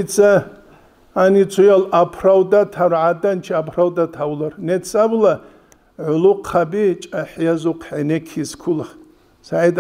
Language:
Avaric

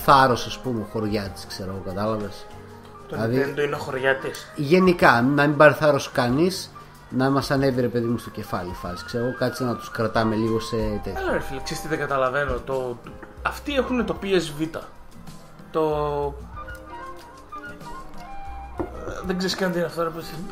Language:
Greek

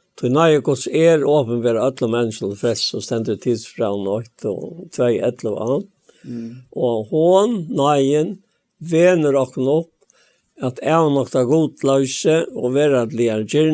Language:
Faroese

